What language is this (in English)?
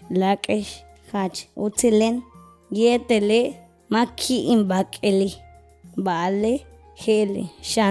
Yucateco